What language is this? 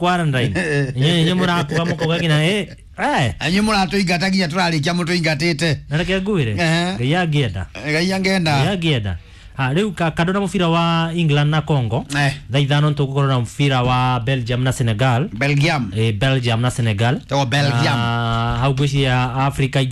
Kikuyu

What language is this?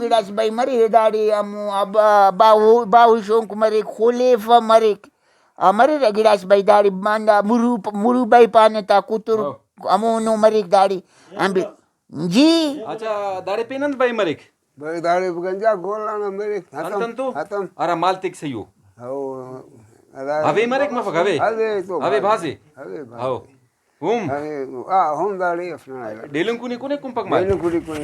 Brahui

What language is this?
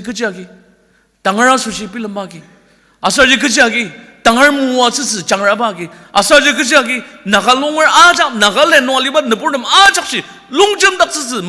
Ao Naga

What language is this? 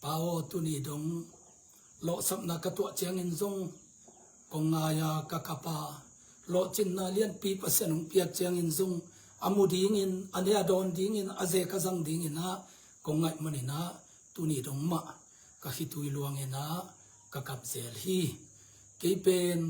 Tedim Chin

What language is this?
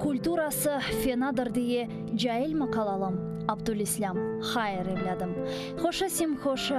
Crimean Tatar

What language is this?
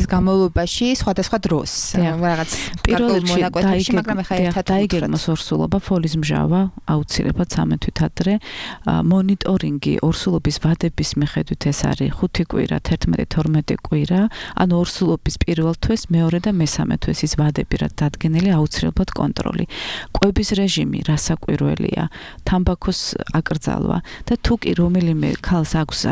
Georgian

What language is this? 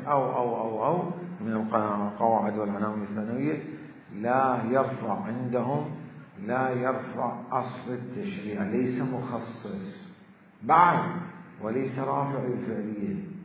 Mesopotamian Arabic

